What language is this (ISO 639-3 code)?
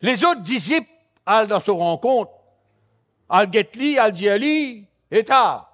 mfe